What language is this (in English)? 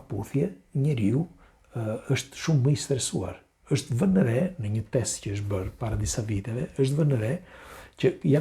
Albanian